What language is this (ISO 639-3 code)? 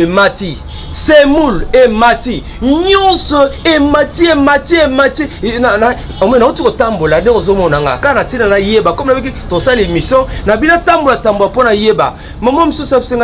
lin